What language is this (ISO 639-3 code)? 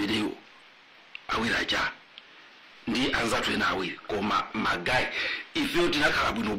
nya